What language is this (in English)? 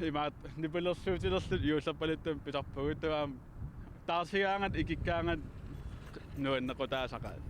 Kalaallisut